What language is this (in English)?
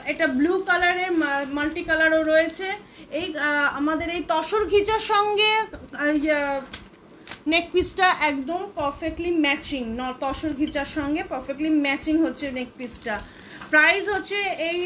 Bangla